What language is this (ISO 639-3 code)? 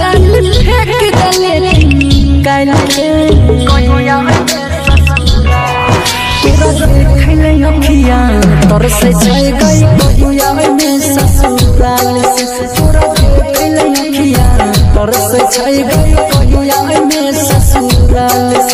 bho